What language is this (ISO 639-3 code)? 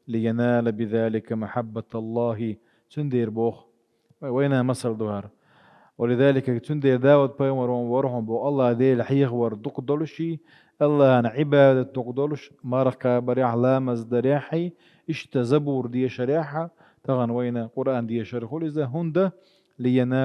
che